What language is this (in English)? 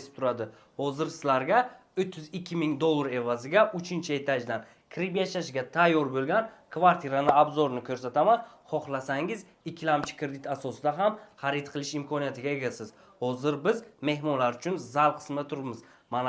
Uzbek